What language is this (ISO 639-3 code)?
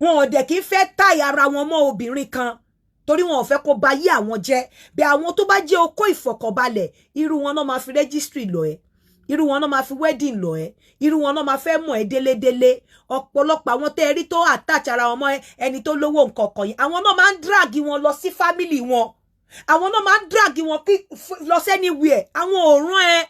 yor